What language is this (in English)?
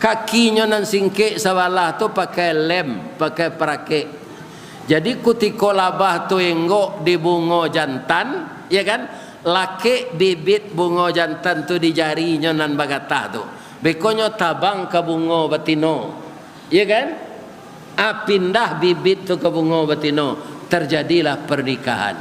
Minangkabau